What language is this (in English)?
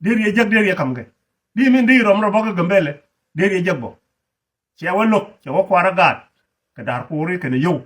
Nuer